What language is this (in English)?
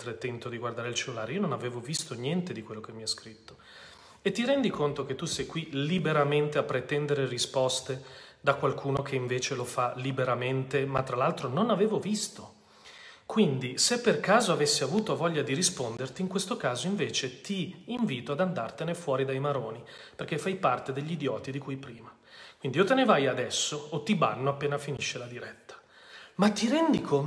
Italian